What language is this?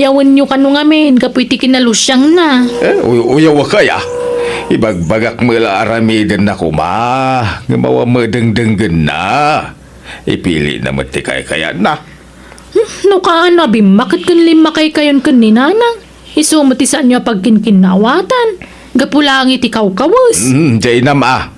Iloko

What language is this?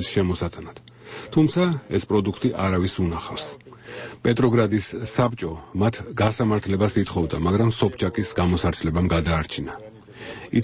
Georgian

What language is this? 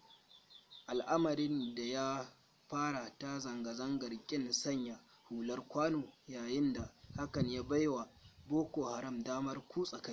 Hausa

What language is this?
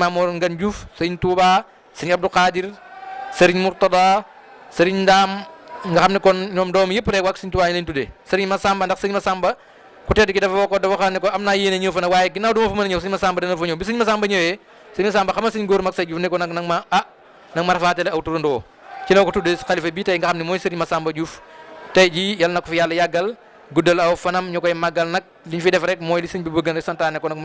Wolof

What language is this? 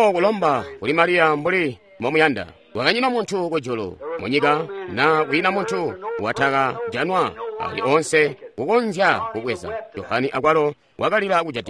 Tonga (Zambia)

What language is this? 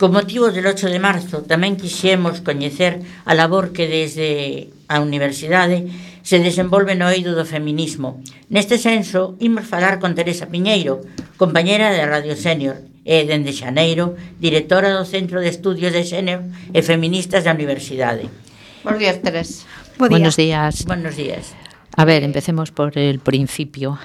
Galician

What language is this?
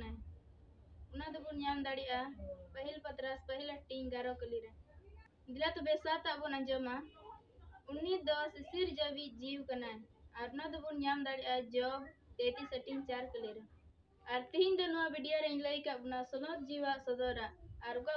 Santali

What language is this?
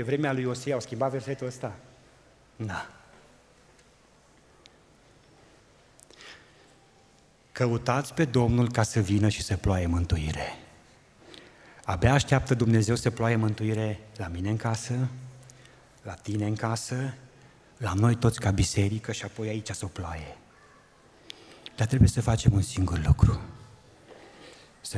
Romanian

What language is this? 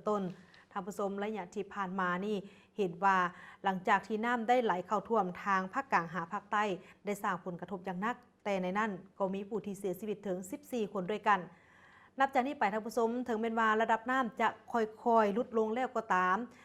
Lao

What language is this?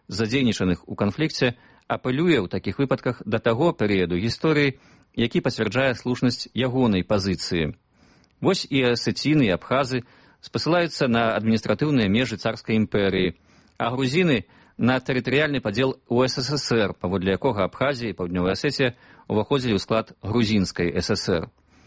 Belarusian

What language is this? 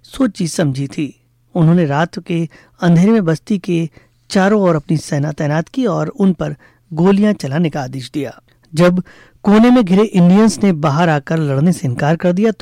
Hindi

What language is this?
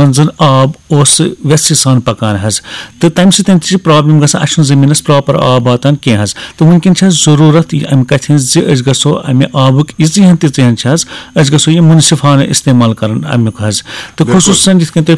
Kashmiri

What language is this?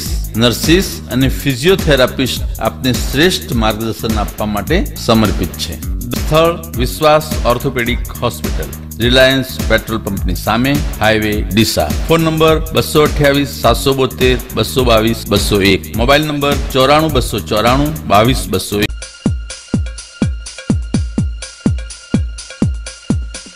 Gujarati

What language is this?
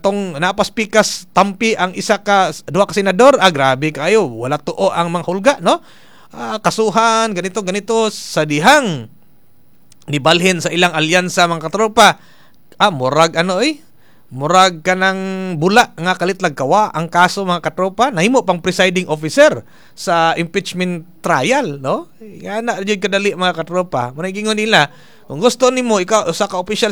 Cebuano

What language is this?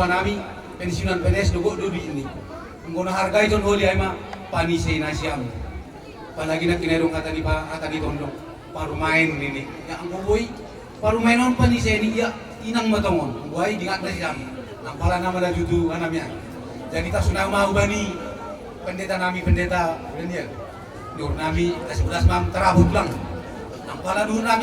Batak Simalungun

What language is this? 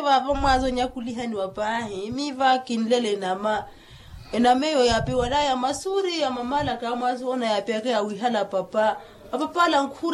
Makhuwa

